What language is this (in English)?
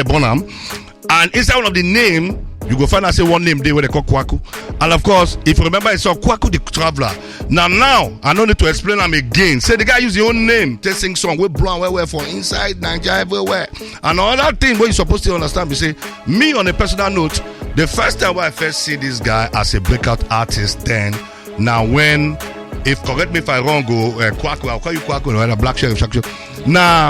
Nigerian Pidgin